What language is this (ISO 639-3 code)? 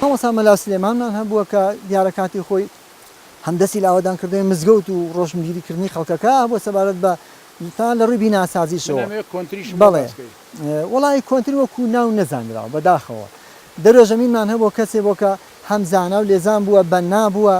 ckb